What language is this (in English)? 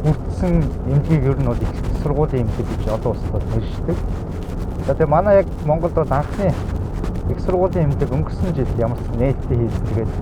Mongolian